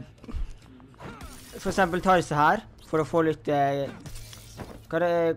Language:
Norwegian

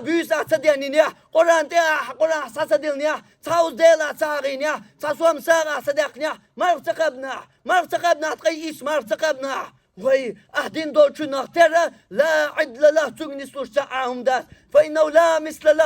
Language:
Chechen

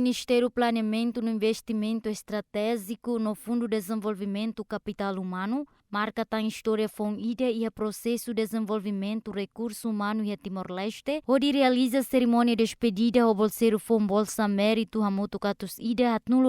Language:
Tetum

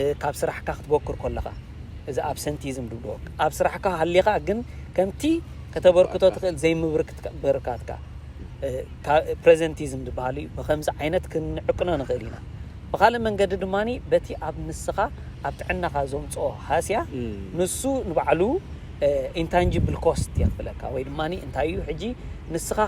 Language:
Tigrinya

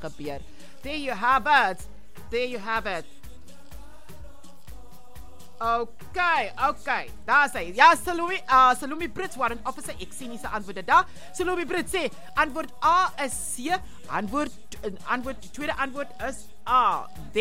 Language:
Afrikaans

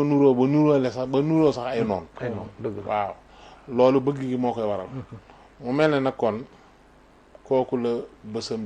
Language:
Wolof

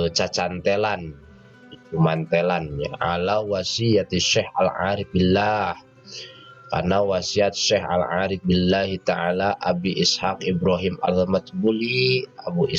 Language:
Sundanese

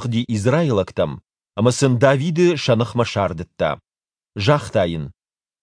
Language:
Ossetic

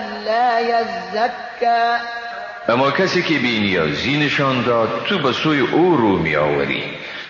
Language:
Persian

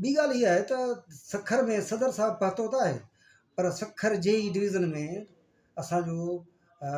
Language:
Sindhi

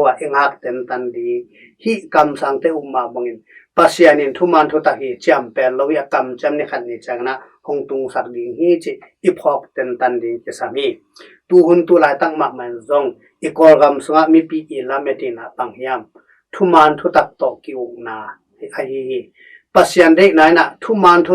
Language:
Tedim Chin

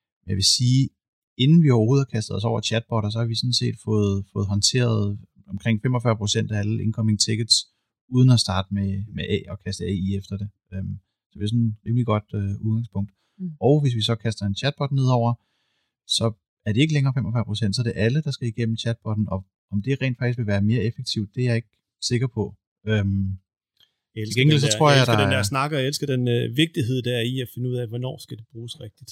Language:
Danish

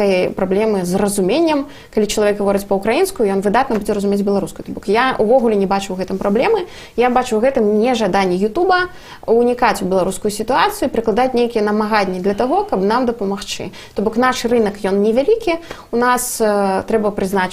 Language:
Belarusian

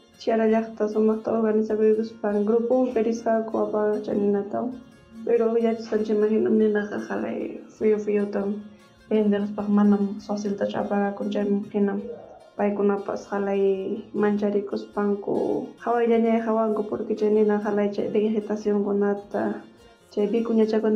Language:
Ayacucho Quechua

